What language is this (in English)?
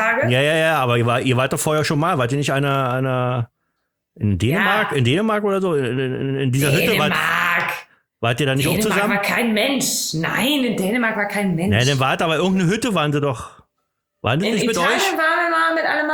German